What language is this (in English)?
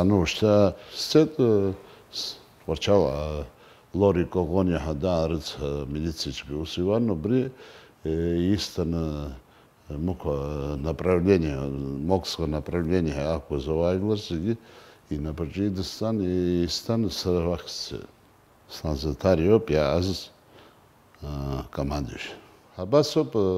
Abkhazian